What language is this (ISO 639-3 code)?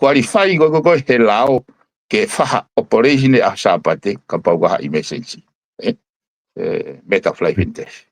ton